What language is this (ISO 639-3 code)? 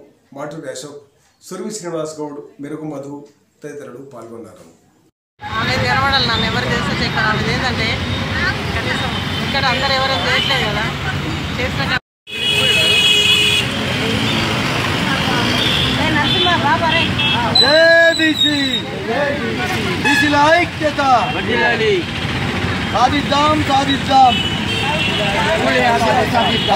tel